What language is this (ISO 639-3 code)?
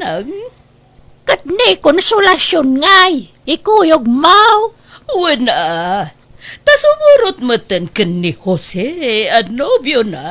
ilo